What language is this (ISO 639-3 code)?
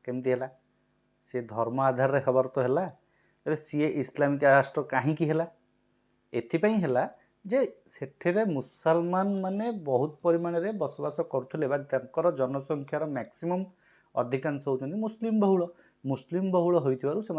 ori